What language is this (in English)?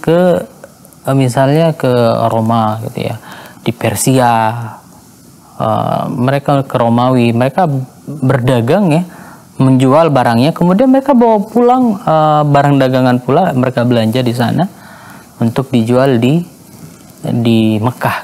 Indonesian